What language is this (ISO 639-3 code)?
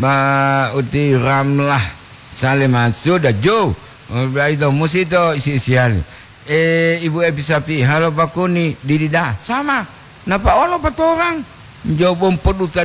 gor